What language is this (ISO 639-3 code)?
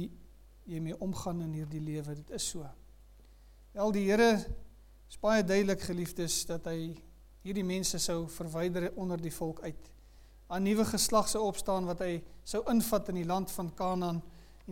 afr